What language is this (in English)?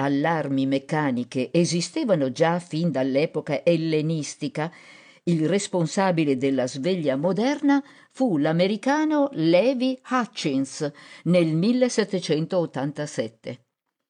Italian